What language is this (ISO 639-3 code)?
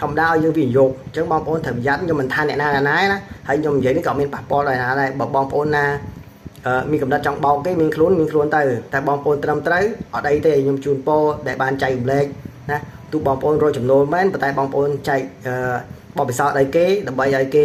khm